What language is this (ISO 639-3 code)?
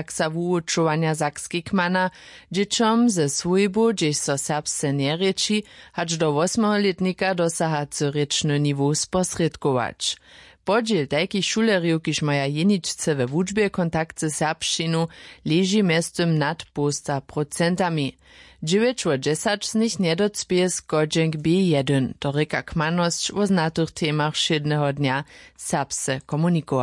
hsb